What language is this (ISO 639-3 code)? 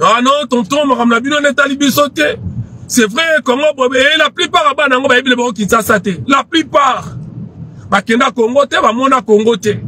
lin